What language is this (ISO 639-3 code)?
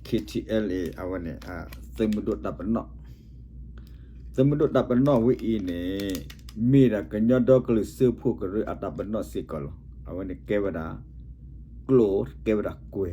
ksw